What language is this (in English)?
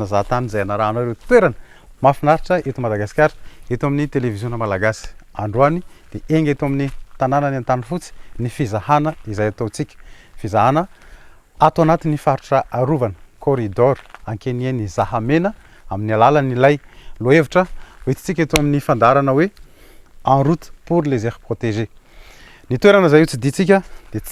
Malagasy